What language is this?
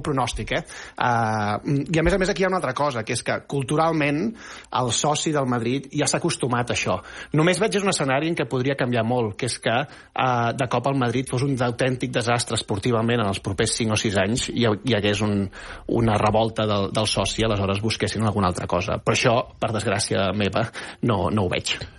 Catalan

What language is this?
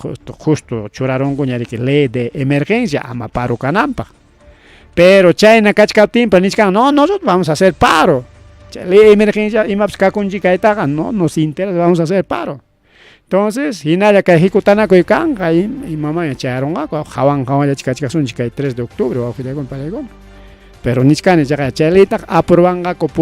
Ayacucho Quechua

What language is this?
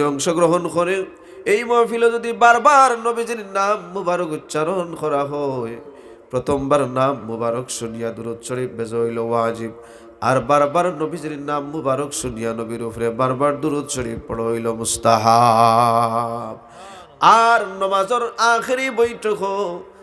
Sylheti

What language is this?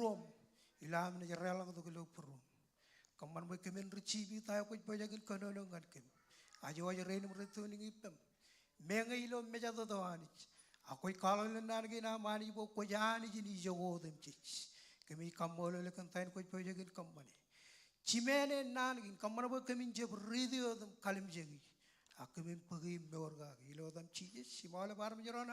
Marshallese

